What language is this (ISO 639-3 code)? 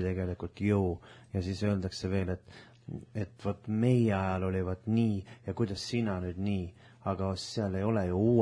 est